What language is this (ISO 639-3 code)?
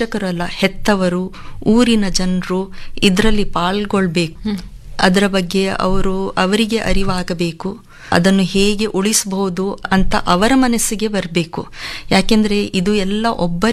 kan